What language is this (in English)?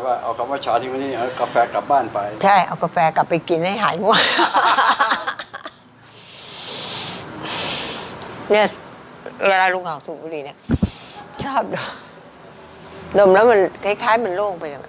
Thai